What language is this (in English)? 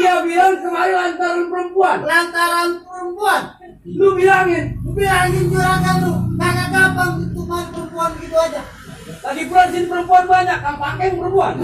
Betawi